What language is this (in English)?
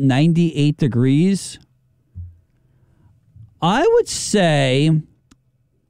English